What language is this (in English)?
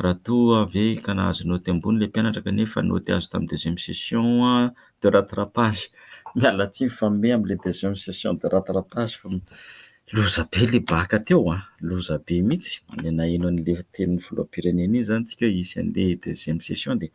Malagasy